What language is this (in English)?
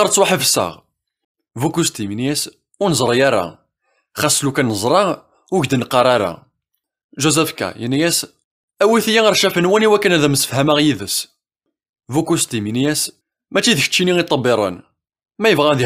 Kabyle